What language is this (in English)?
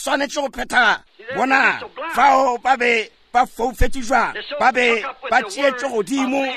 Northern Sotho